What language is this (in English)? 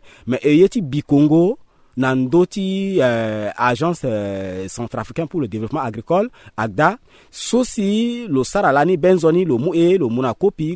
Sango